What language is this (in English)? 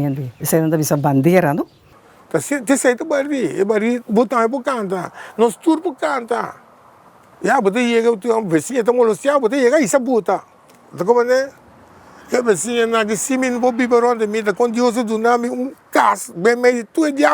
Papiamento